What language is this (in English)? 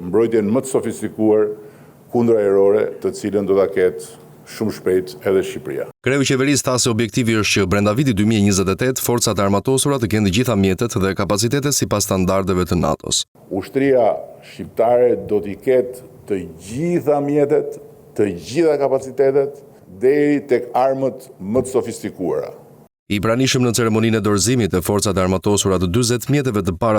Albanian